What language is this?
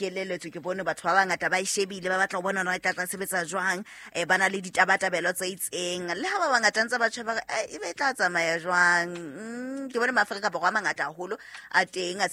Southern Sotho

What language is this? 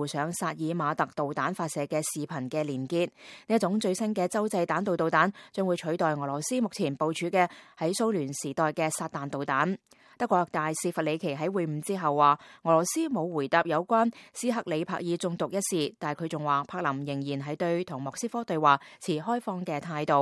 Cantonese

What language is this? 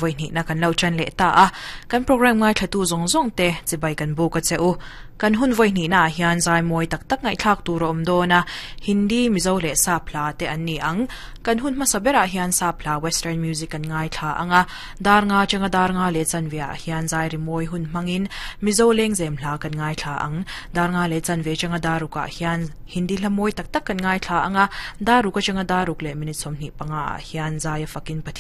Mizo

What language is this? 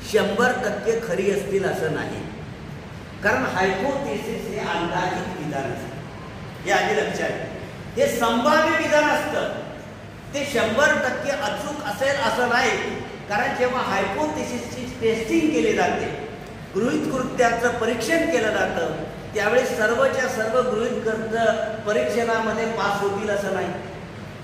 Marathi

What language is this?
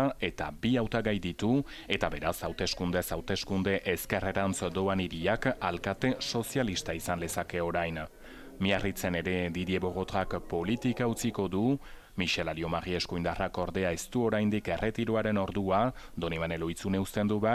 Basque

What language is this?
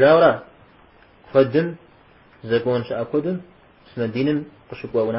Kabardian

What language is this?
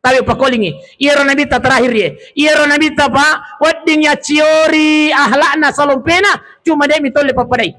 Buginese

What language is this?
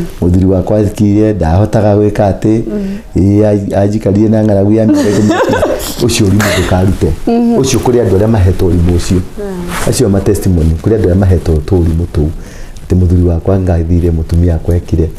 Kikuyu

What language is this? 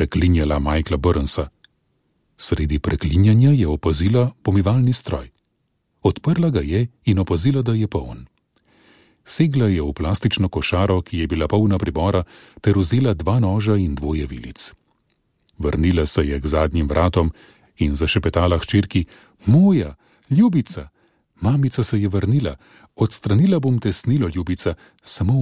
Slovenian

